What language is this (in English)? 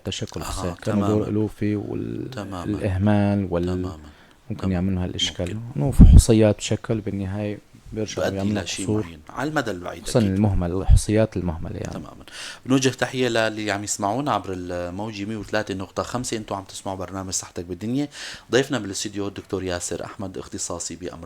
North Levantine Arabic